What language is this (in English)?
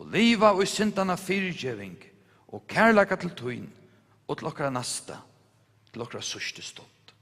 Faroese